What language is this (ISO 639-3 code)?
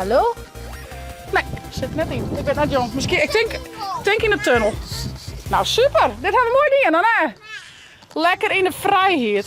fry